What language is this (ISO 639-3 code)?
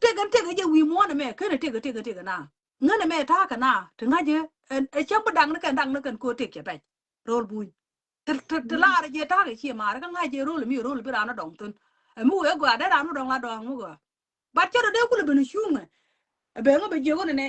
nus